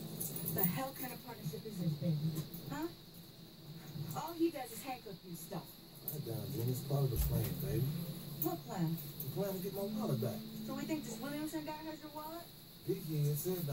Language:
English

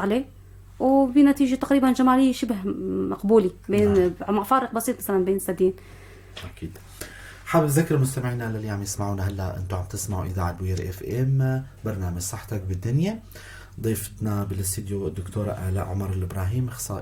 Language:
North Levantine Arabic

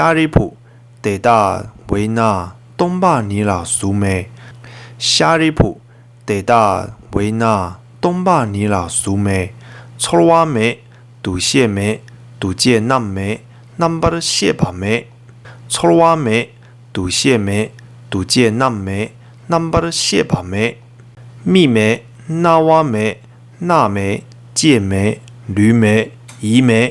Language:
Tibetan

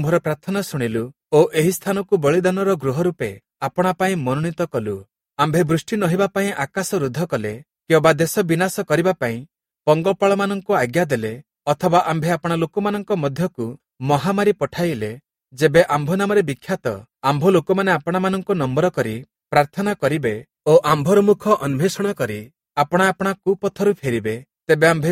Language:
Odia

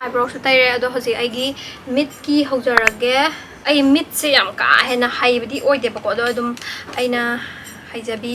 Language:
Manipuri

